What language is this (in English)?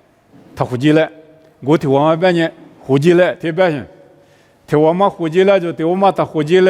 Lisu